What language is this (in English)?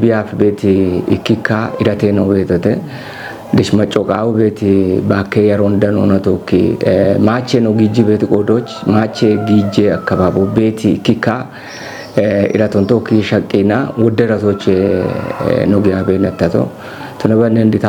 Kafa